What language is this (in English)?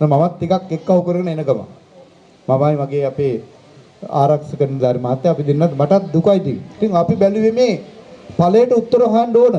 Sinhala